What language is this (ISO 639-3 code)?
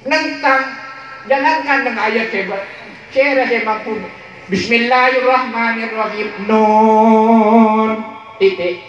mad